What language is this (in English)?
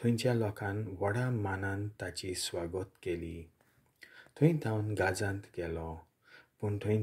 Konkani